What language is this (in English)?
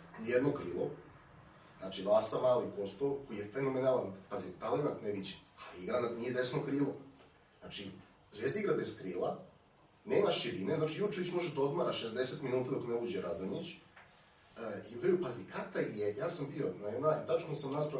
Serbian